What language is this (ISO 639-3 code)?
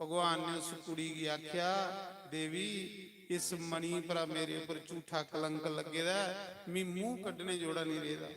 doi